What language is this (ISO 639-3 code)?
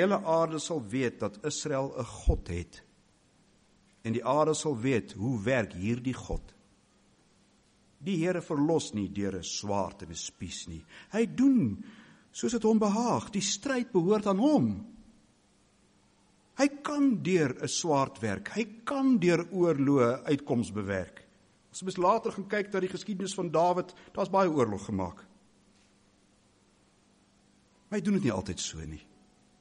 afr